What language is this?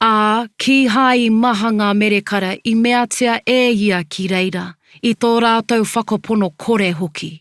Māori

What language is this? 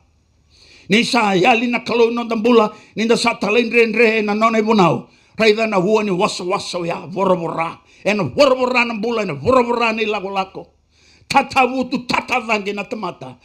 Fijian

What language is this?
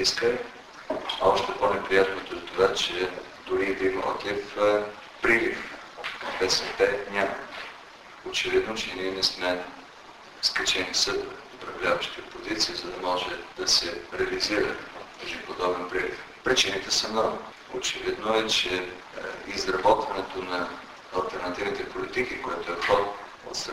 Bulgarian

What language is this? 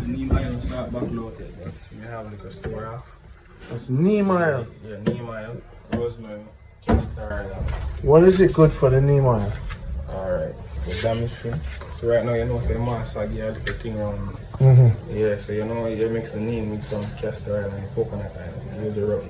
Jamaican Creole English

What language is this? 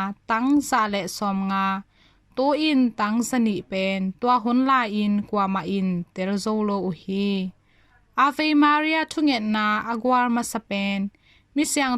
Tedim Chin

